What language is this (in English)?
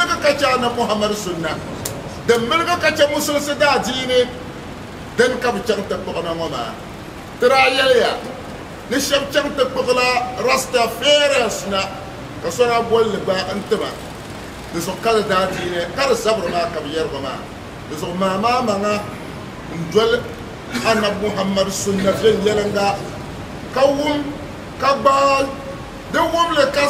Dagbani